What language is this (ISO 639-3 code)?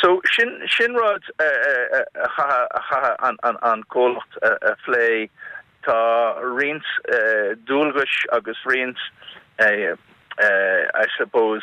gle